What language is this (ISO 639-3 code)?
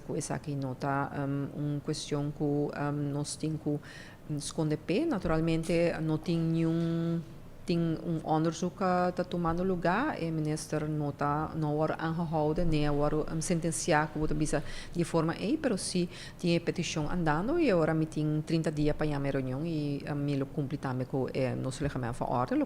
pap